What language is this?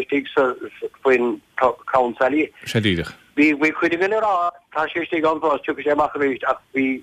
Irish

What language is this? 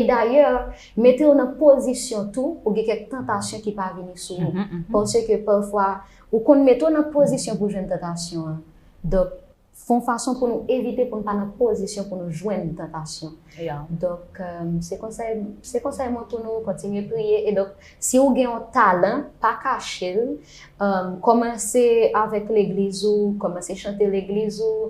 Haitian Creole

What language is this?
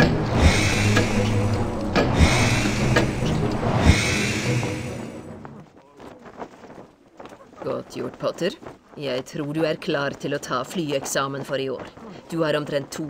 Norwegian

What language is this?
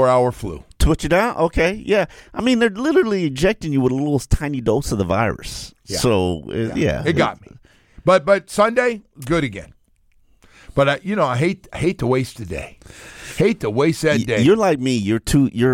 English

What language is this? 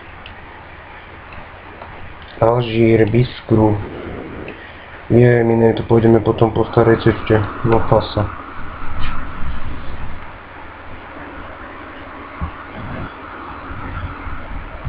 Slovak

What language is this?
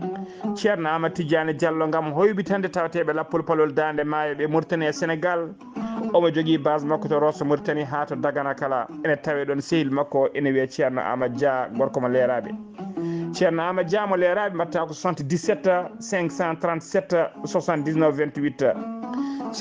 Fula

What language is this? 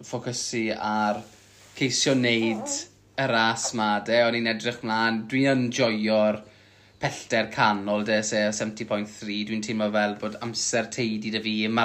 Welsh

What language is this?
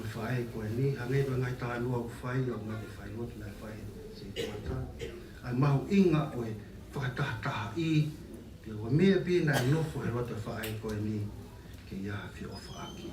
Tongan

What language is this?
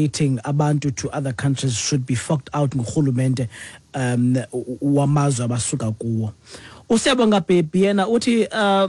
Xhosa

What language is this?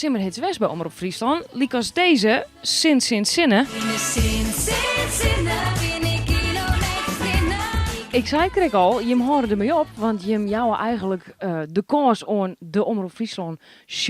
Western Frisian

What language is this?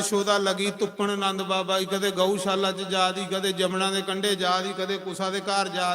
Dogri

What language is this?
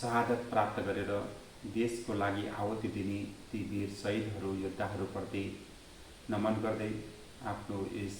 Nepali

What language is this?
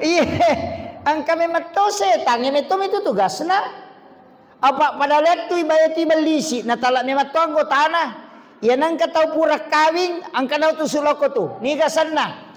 Buginese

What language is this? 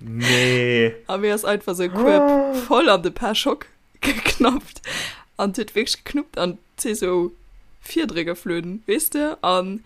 Luxembourgish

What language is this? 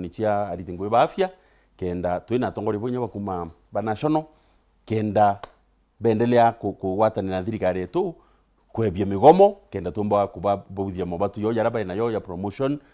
Meru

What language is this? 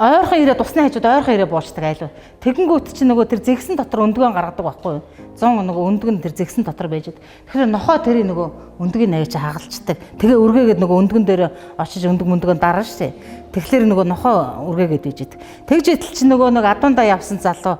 Mongolian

